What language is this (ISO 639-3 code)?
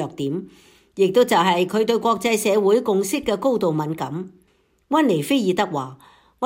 yue